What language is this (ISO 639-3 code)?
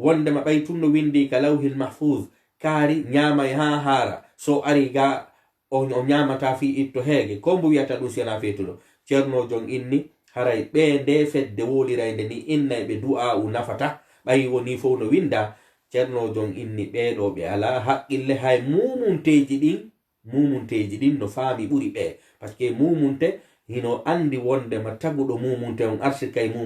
ful